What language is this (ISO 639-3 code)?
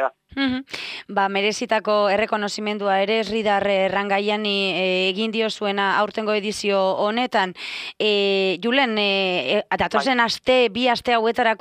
eus